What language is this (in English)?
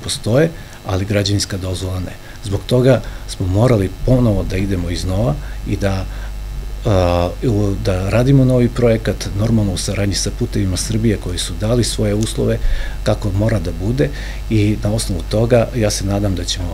Serbian